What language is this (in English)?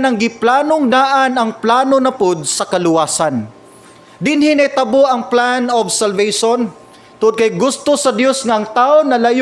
Cebuano